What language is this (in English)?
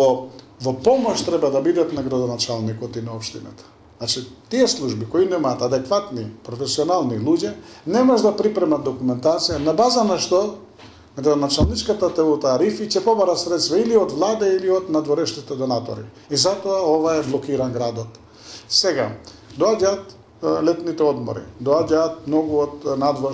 Macedonian